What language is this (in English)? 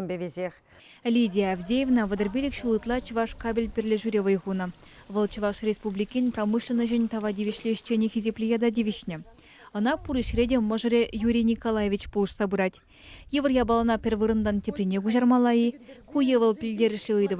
Chuvash